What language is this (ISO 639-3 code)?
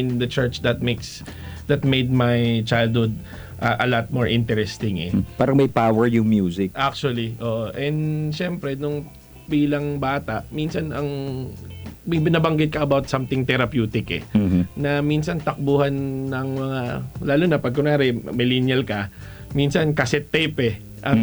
fil